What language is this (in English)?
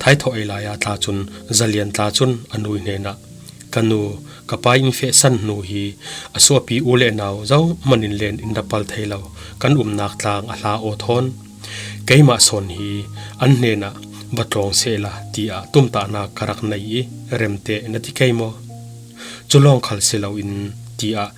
Falam Chin